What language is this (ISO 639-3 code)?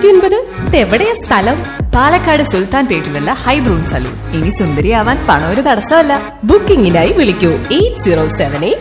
mal